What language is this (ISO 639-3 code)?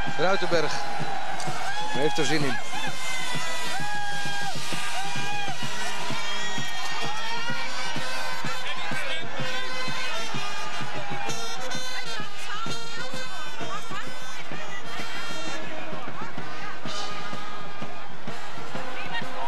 nld